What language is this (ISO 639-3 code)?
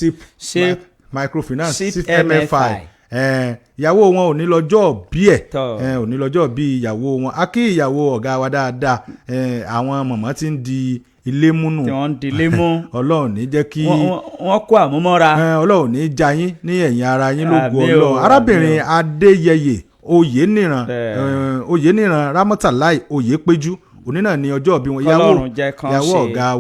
yor